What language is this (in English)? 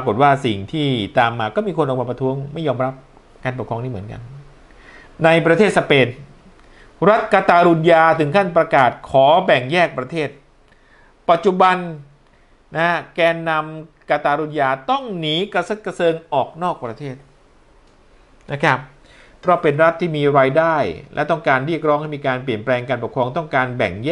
Thai